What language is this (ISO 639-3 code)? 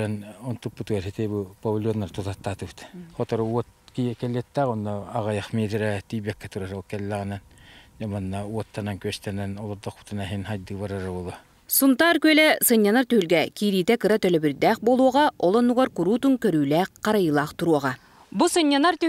sah